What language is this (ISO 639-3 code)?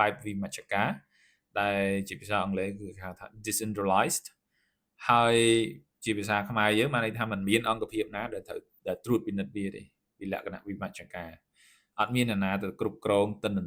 khm